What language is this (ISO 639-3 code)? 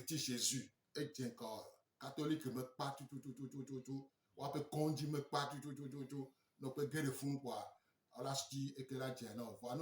gej